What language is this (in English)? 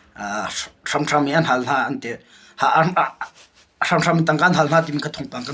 Hakha Chin